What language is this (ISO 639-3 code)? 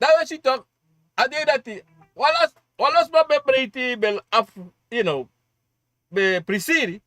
srn